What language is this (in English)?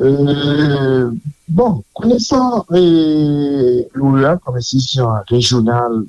Haitian Creole